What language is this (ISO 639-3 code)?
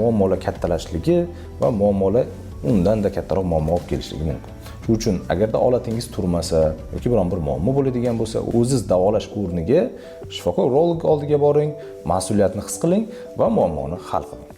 uzb